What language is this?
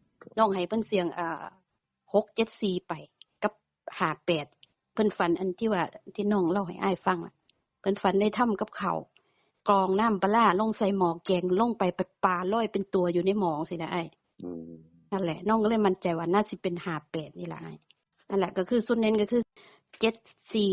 Northeastern Thai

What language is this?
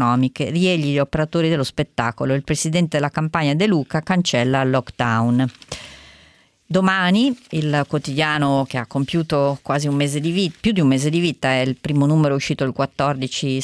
Italian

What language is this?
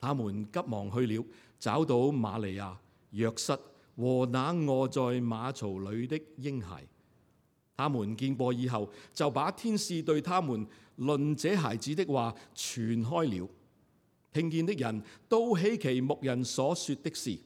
Cantonese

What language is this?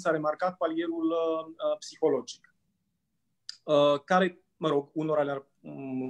Romanian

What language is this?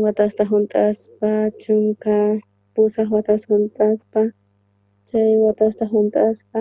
South Bolivian Quechua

